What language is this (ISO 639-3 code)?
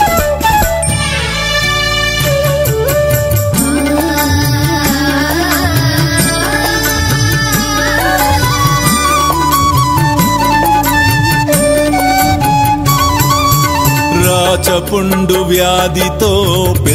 tel